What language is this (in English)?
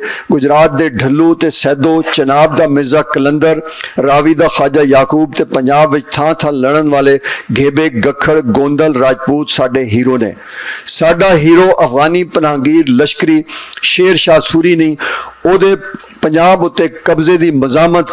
Western Panjabi